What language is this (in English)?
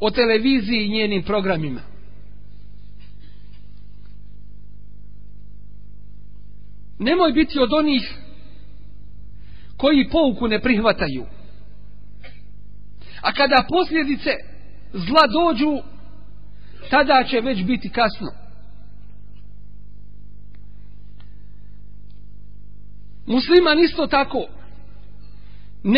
Bosnian